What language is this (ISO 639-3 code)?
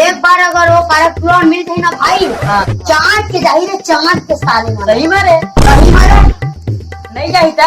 hne